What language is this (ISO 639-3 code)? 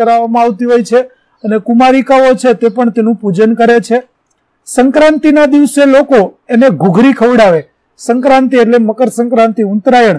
guj